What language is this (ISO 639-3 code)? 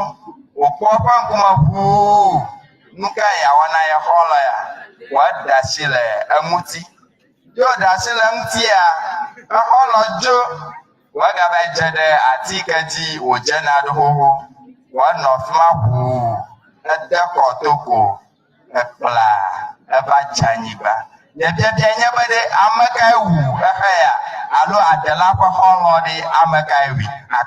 ewe